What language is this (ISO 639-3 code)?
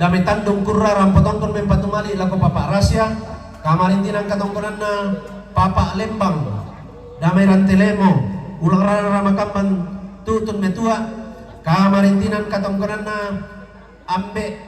sda